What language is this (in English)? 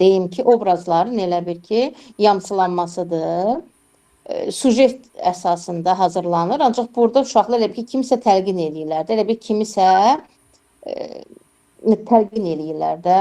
Azerbaijani